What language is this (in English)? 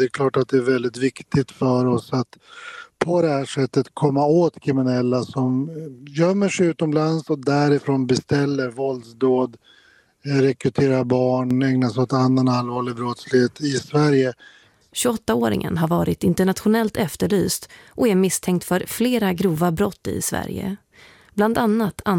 Swedish